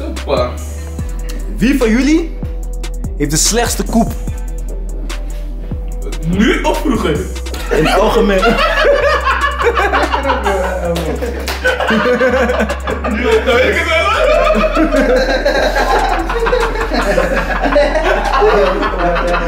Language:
Dutch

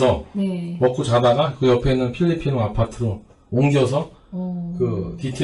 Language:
Korean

